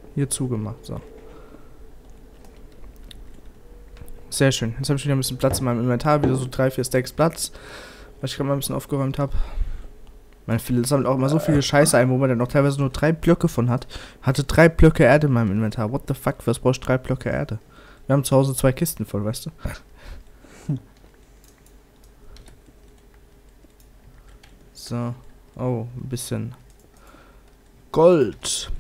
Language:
German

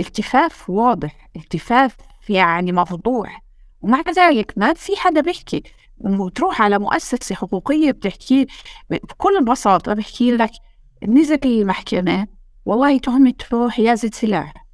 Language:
North Levantine Arabic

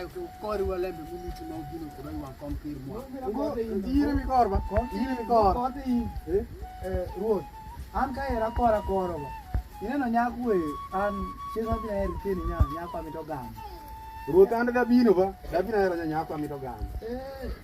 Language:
Alur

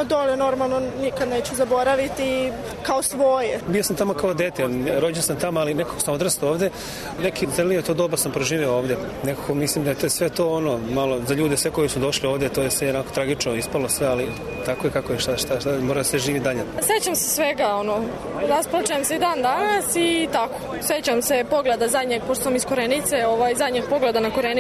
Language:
Serbian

